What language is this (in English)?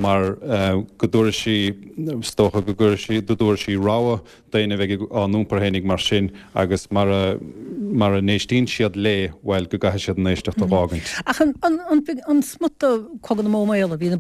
Irish